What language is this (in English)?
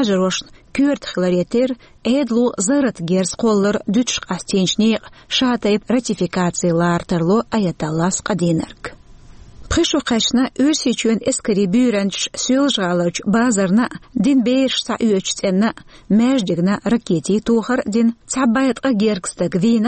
Chechen